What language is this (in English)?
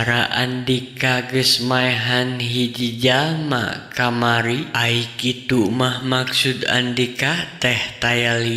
Sundanese